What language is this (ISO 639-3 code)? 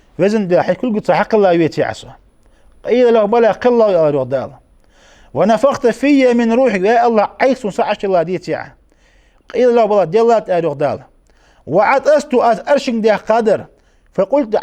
inh